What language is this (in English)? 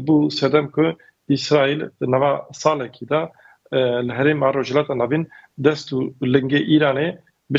Kurdish